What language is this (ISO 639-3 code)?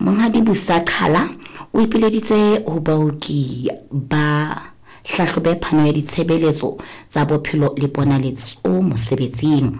sot